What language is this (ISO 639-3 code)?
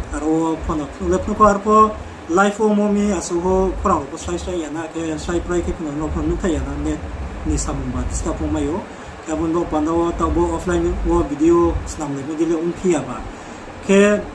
ria